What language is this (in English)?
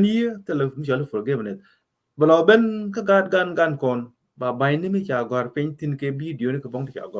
Nuer